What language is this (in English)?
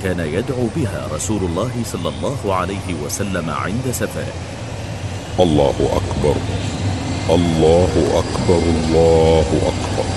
Malayalam